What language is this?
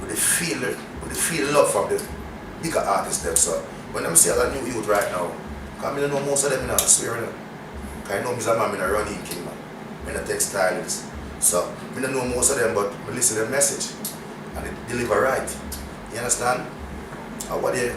Jamaican Creole English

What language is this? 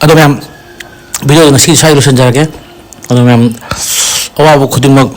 Manipuri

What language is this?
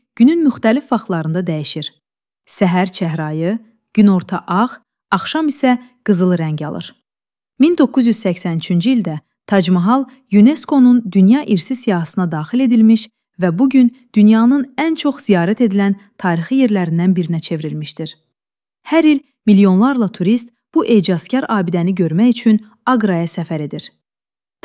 Azerbaijani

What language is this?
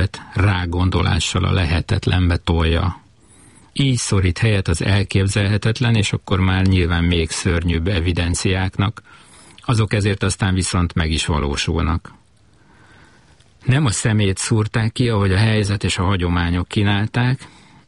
Hungarian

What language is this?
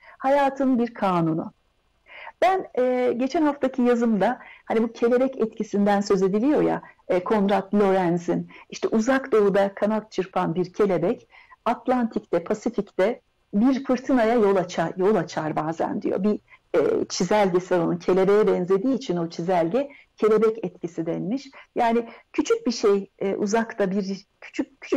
Turkish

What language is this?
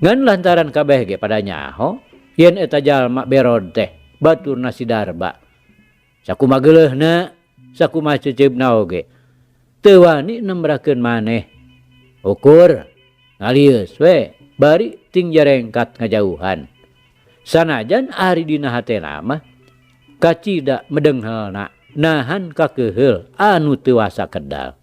Sundanese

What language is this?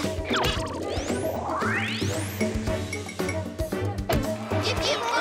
Russian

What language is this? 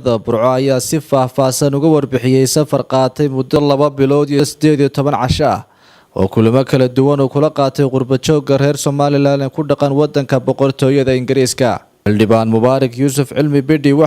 Somali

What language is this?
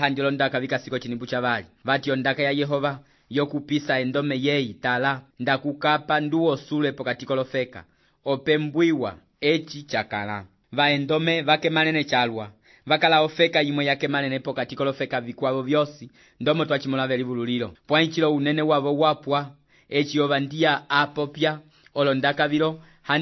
Umbundu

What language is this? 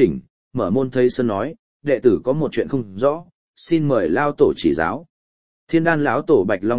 Vietnamese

